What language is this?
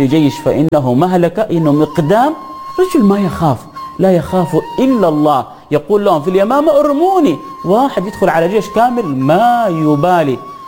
Arabic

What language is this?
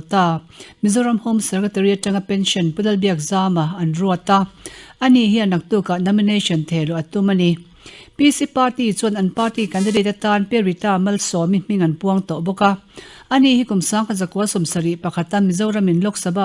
Mizo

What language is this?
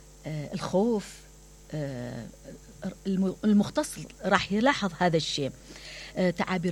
Mesopotamian Arabic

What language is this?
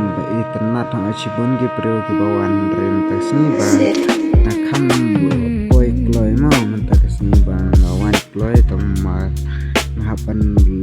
Khasi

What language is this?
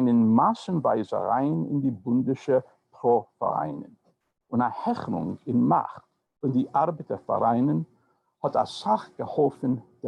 Yiddish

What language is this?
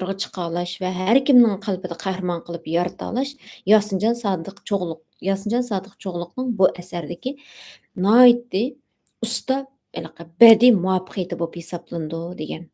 Uyghur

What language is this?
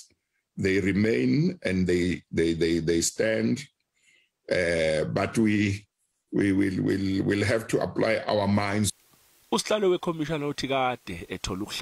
Zulu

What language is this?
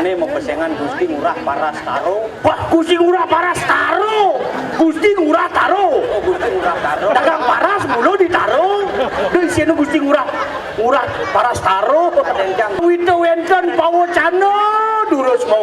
Balinese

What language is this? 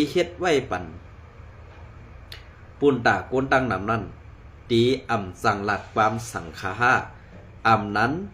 Shan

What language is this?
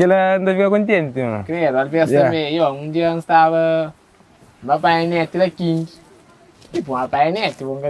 Kabuverdianu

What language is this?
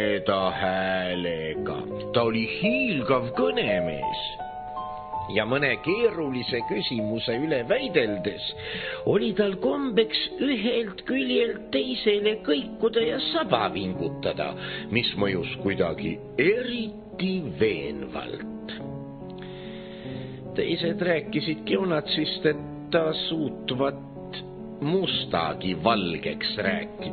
Estonian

